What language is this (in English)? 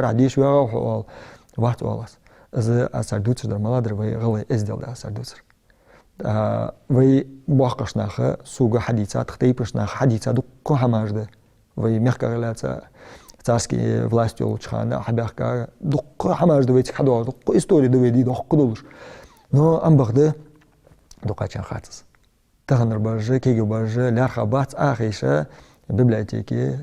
Ingush